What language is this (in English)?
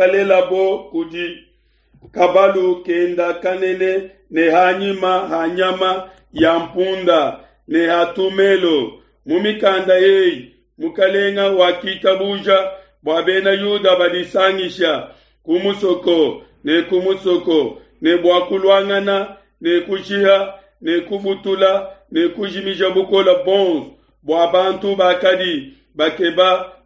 Luba-Lulua